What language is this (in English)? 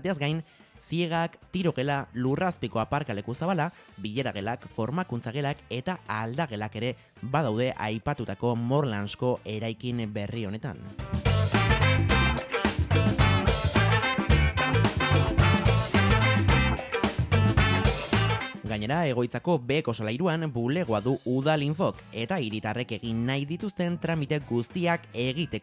Basque